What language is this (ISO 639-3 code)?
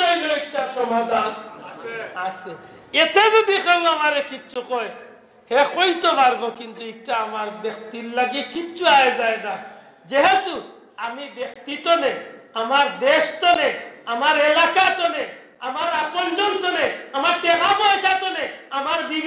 syl